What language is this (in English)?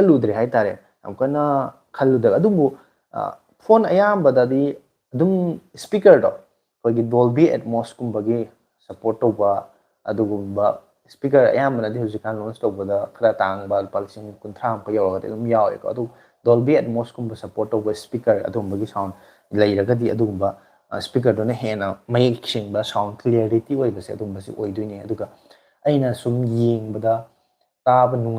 Manipuri